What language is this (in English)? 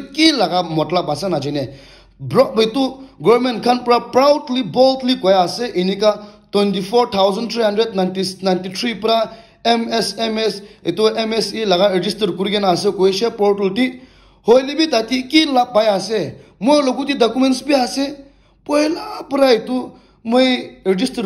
Naga Pidgin